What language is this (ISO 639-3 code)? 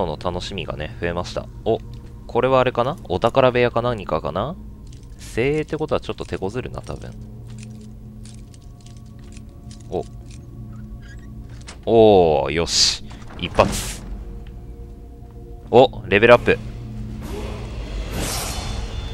jpn